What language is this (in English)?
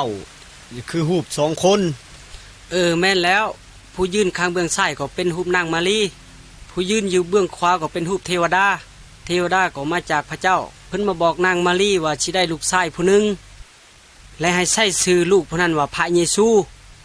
Lao